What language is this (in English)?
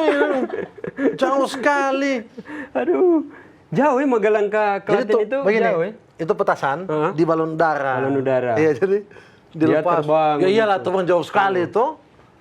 Manado Malay